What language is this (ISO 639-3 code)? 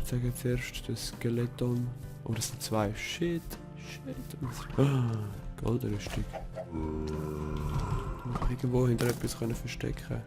gsw